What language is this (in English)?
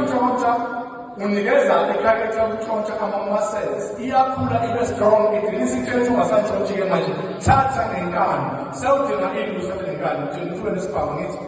Zulu